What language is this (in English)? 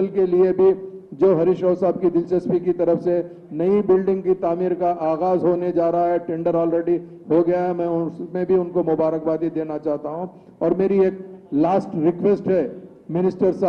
Telugu